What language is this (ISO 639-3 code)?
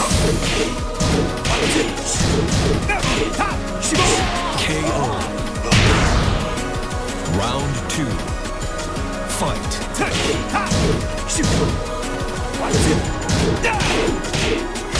eng